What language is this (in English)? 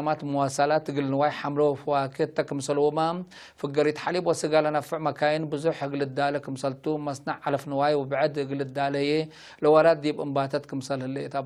Tigre